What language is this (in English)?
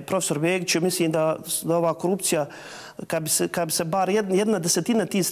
Bosnian